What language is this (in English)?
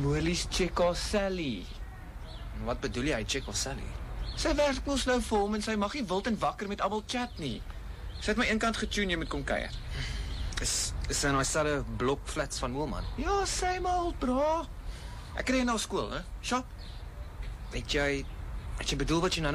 Afrikaans